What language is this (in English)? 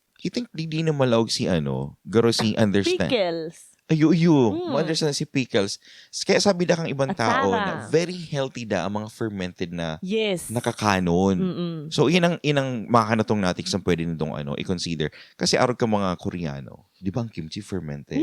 Bikol